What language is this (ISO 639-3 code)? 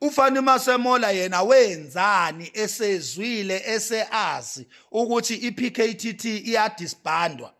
zul